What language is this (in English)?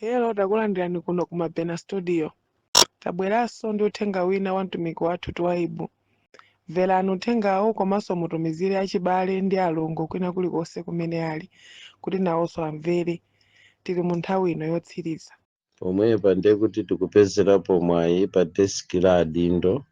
Nyanja